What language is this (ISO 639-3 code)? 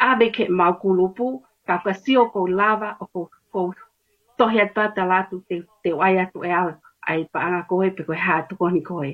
ton